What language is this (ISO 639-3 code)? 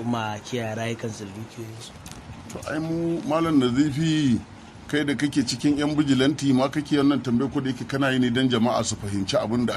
hau